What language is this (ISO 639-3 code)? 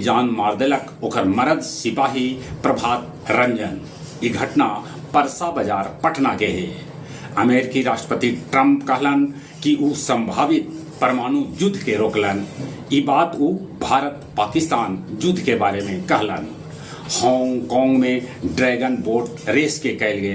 mag